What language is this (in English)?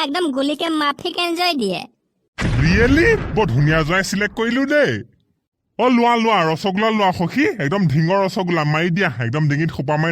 Assamese